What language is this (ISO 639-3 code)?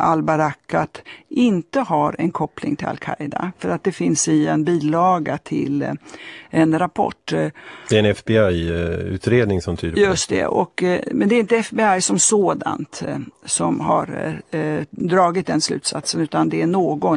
swe